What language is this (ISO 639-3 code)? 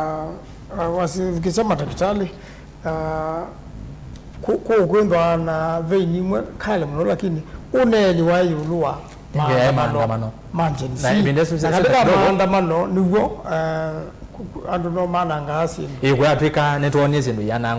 kam